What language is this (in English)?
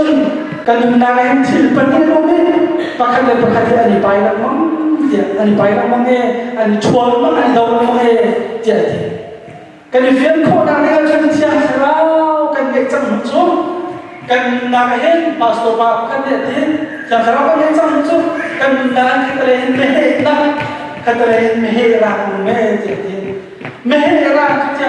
Hakha Chin